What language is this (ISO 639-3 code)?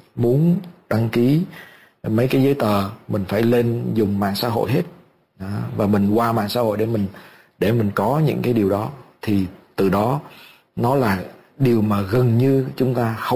vie